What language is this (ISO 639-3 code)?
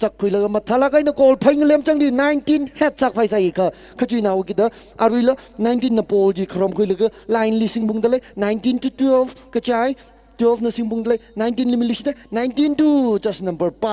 nmf